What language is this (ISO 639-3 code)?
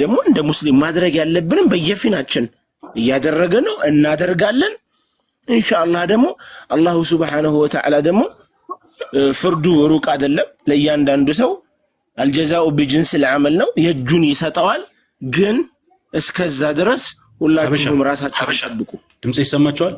amh